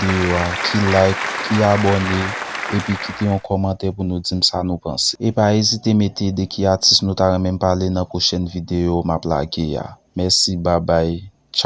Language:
Haitian Creole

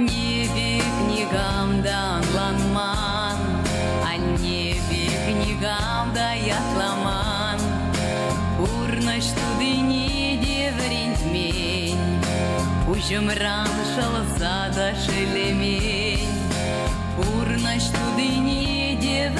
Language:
Chuvash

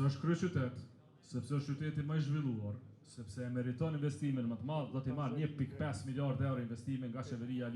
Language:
Albanian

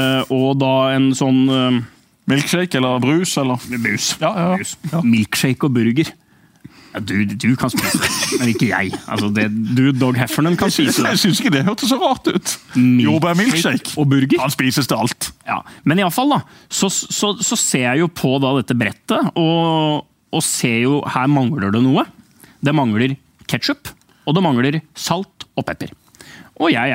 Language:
Norwegian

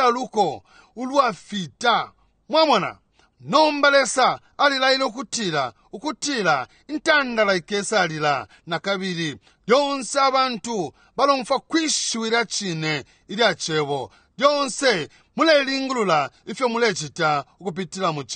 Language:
Bemba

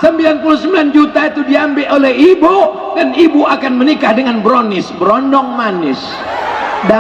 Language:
Minangkabau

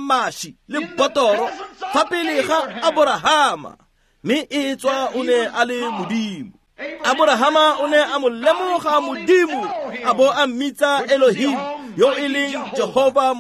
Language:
Tswana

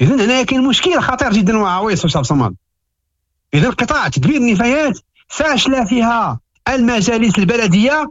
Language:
Moroccan Arabic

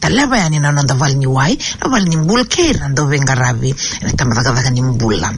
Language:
Fijian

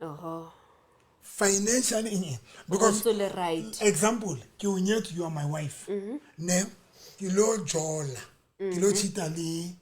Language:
Southern Sotho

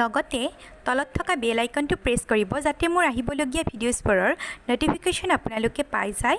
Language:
Assamese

